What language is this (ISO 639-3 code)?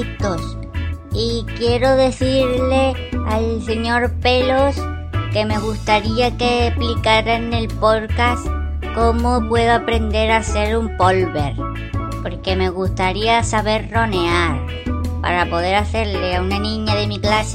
spa